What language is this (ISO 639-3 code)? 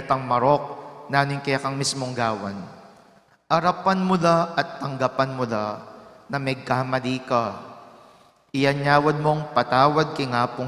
pam